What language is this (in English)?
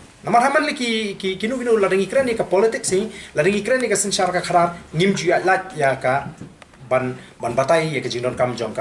Khasi